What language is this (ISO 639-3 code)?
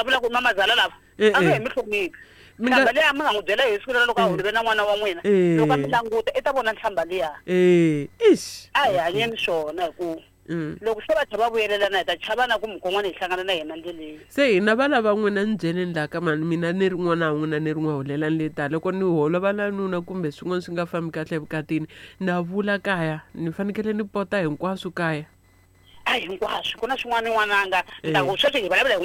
tso